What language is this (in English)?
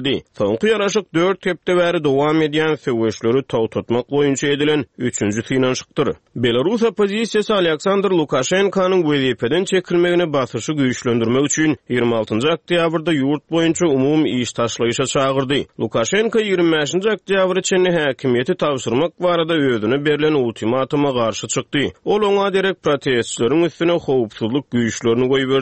Turkmen